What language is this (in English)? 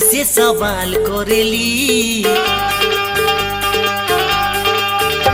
Bhojpuri